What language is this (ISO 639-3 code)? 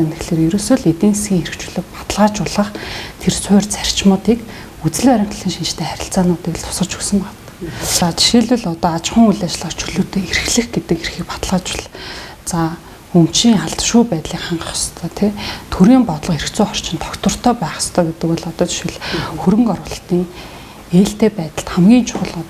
mon